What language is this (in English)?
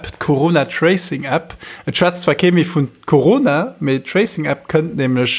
Luxembourgish